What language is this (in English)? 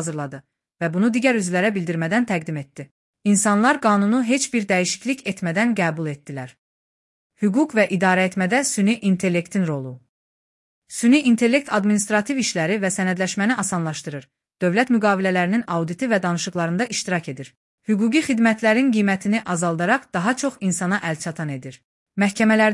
Azerbaijani